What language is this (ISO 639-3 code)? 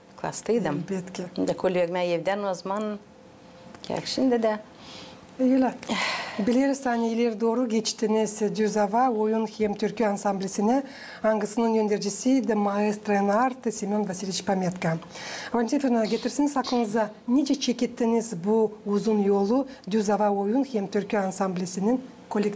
gag